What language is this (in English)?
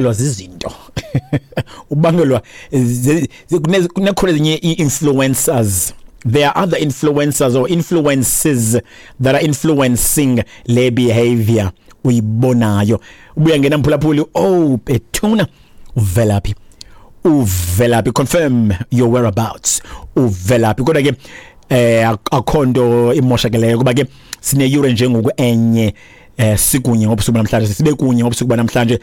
Xhosa